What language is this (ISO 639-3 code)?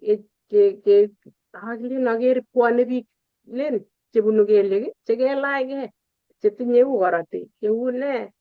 kln